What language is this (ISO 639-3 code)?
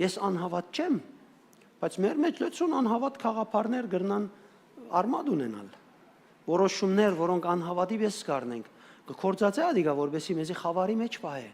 hyw